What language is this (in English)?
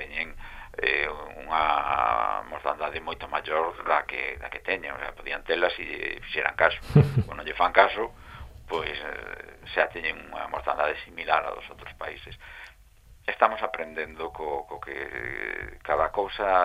Galician